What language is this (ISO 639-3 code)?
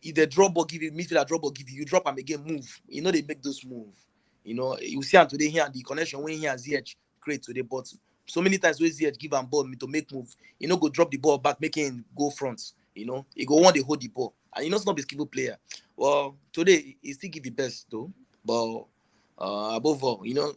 pcm